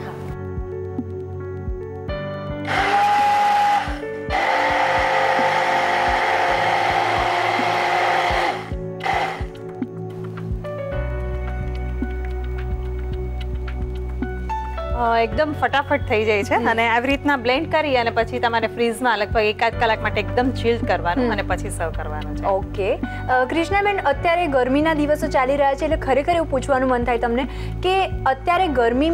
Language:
Gujarati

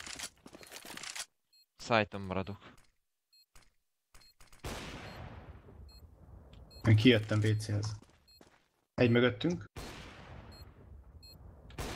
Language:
Hungarian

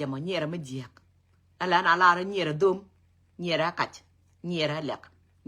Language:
Nuer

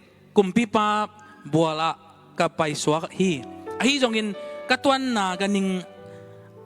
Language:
Tedim Chin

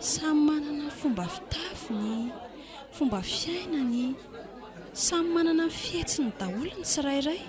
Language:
Malagasy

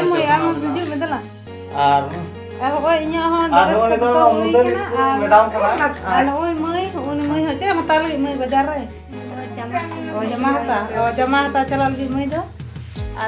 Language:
Santali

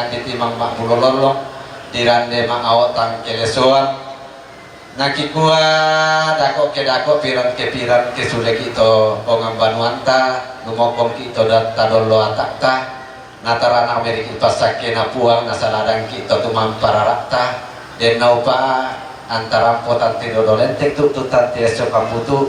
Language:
Toraja-Sa'dan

